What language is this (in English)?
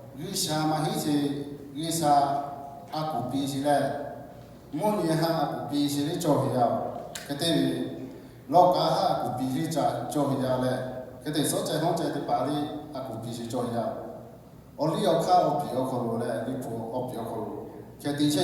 Lahu